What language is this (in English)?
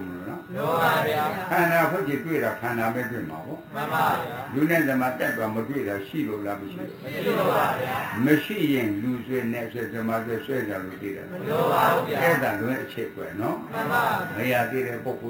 Burmese